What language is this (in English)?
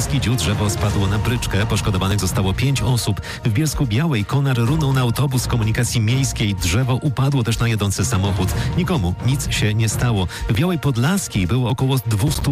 Polish